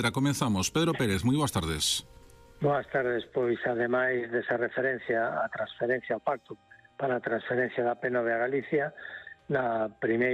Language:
Galician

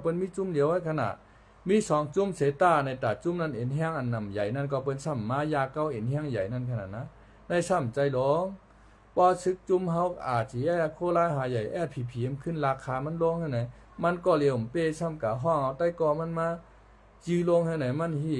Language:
Shan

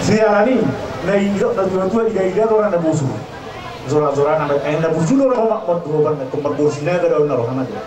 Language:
Batak Toba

